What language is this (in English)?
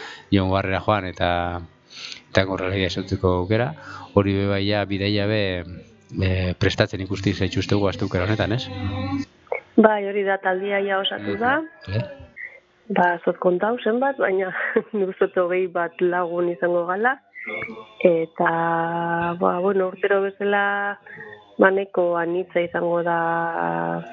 Basque